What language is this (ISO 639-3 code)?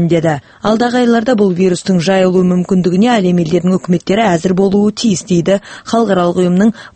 kaz